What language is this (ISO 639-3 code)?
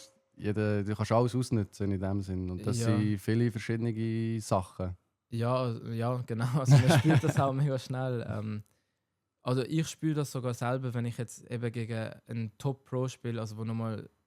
gsw